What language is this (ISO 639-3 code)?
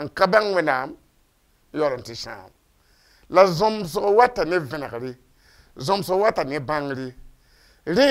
mos